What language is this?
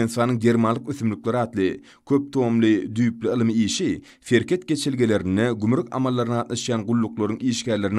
Turkmen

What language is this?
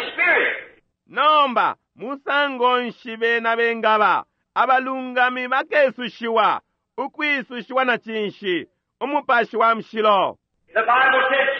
Bemba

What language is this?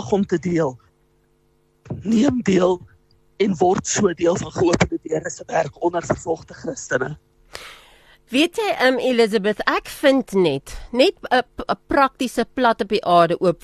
Afrikaans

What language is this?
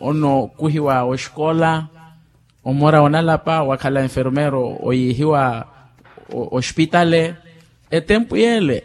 Makhuwa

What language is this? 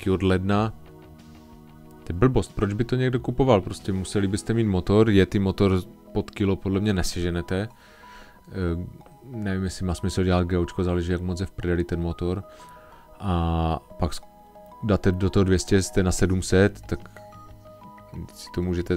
Czech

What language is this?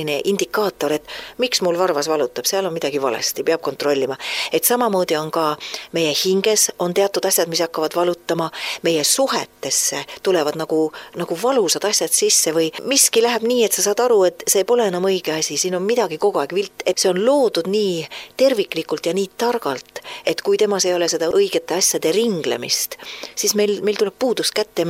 Estonian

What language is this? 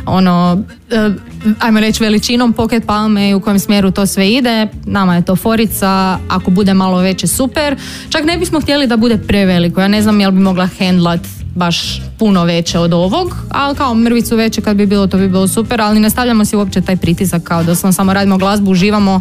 Croatian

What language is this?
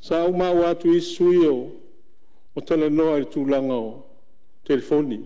Samoan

